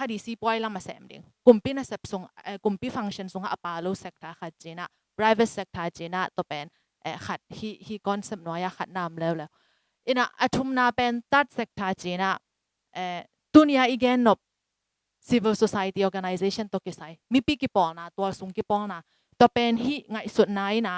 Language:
Tedim Chin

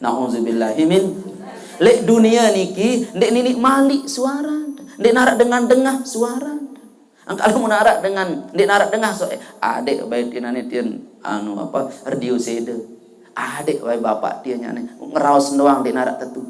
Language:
Sasak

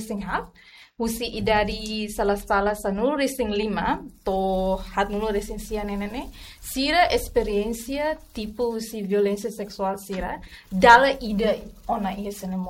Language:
Tetum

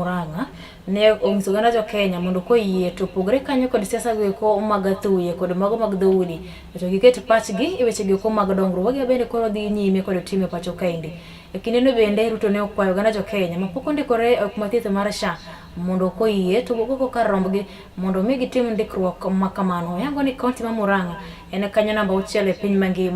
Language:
Luo (Kenya and Tanzania)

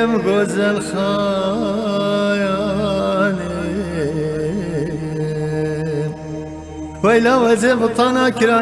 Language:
Kurdish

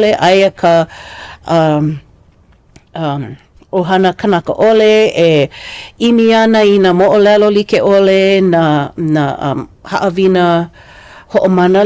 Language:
Hawaiian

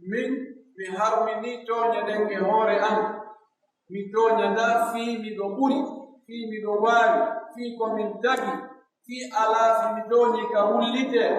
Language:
Pular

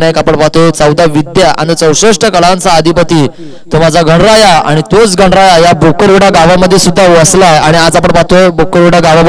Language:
Marathi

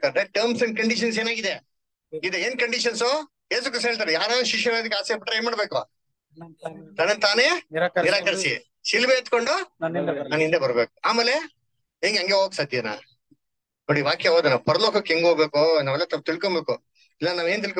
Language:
Kannada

